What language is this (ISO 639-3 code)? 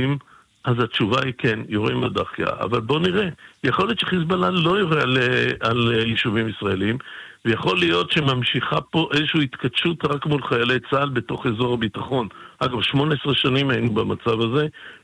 heb